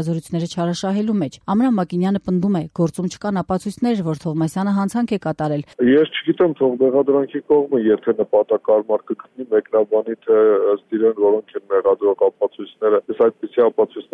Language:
Armenian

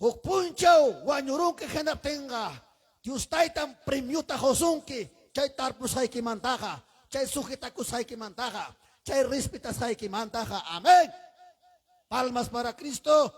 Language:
Ayacucho Quechua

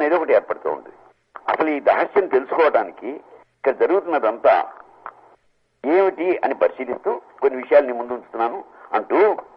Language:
Telugu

